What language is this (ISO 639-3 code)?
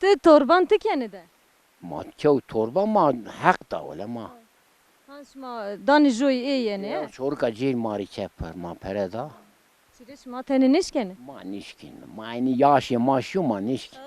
zza